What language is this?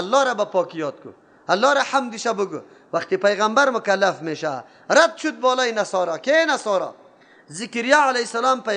Persian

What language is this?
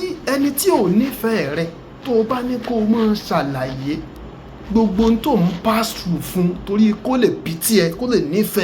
Yoruba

